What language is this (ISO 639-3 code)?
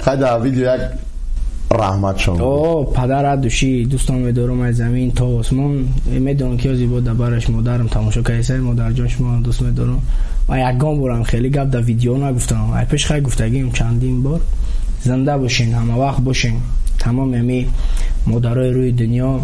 tgk